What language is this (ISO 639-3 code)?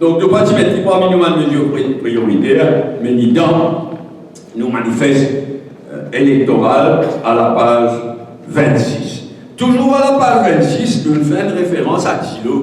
mfe